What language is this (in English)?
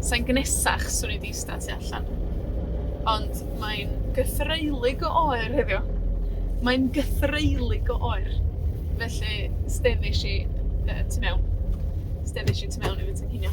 Welsh